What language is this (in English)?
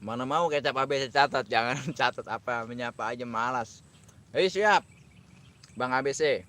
Betawi